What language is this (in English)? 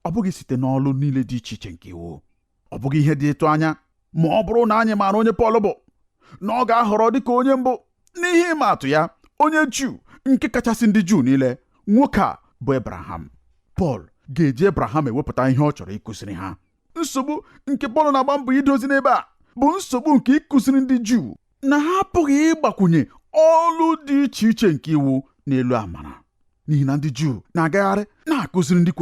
Igbo